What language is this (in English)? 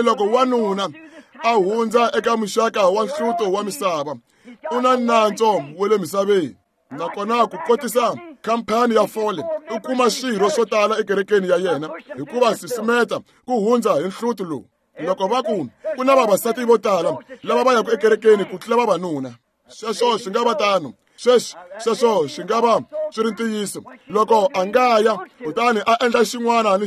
Tsonga